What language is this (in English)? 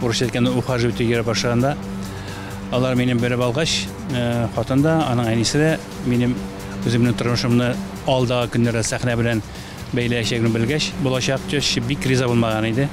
Tatar